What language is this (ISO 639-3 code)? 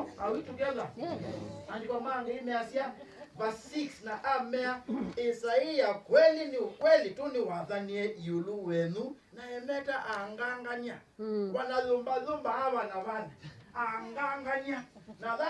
kam